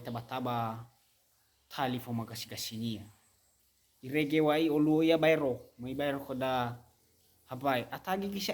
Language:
Nias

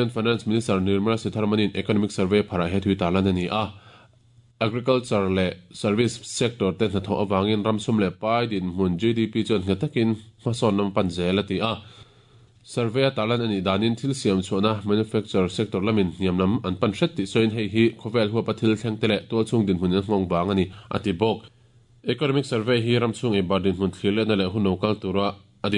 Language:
Mizo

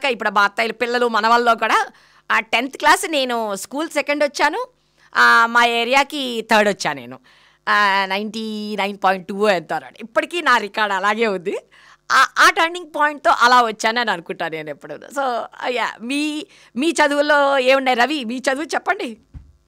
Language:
Telugu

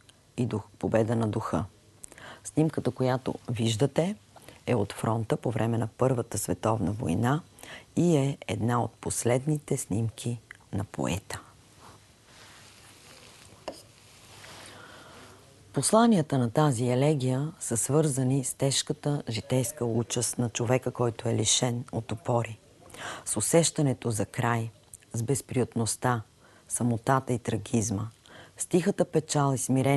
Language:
Bulgarian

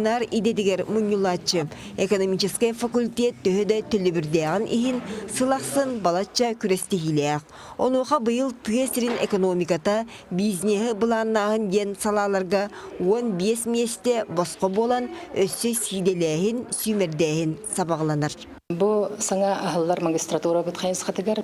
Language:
Yakut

